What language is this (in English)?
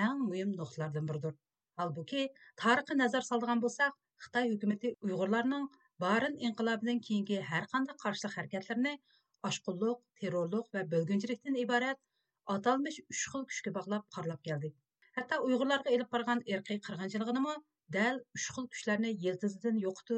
Uyghur